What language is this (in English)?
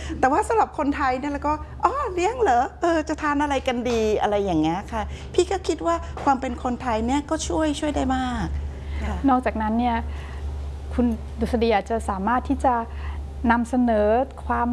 Thai